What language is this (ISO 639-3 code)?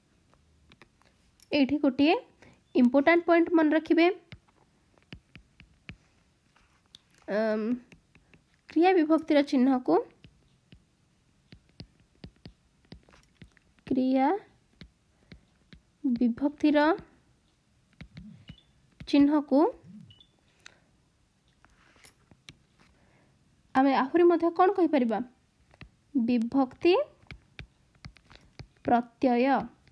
ori